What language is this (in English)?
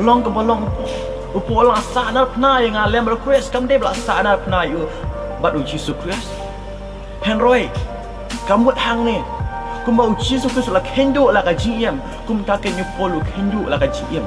Khasi